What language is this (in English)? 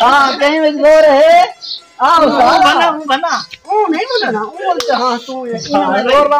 Saraiki